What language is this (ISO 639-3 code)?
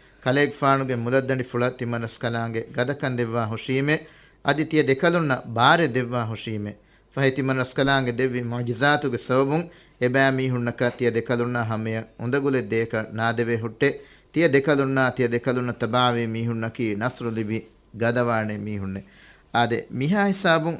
div